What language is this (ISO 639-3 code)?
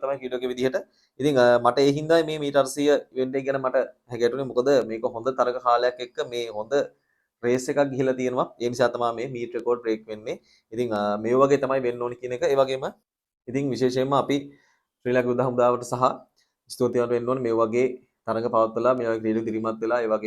sin